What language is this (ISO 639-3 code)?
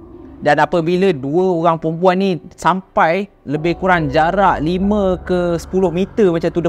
msa